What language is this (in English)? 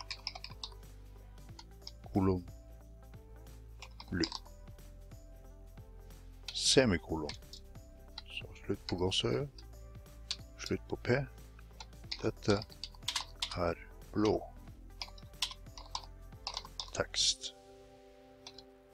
Norwegian